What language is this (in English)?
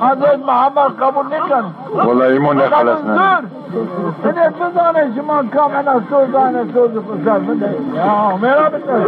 Zaza